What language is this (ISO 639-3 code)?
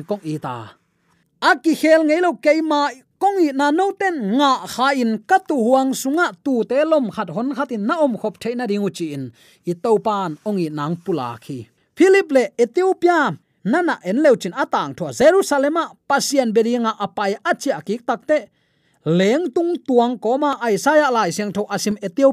ctd